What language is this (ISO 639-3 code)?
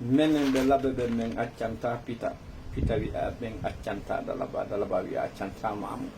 ful